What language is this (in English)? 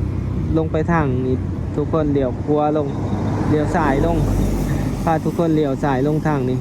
Lao